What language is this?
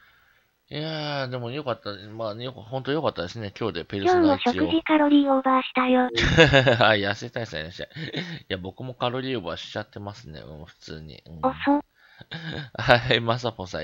Japanese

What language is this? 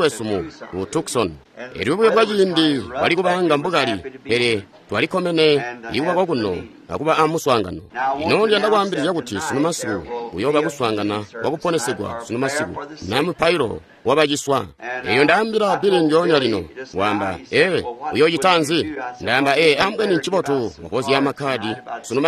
Tonga (Zambia)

